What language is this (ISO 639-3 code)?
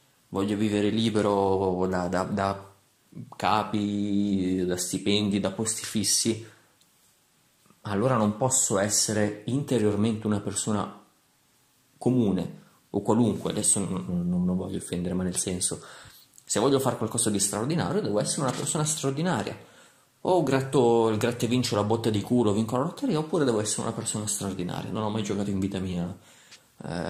ita